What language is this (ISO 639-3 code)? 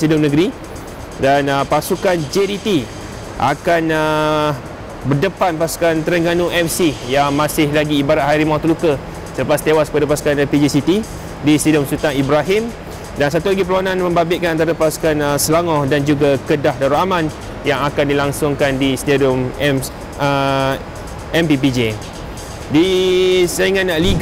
msa